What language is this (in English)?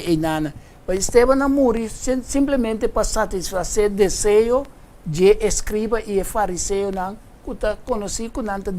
Papiamento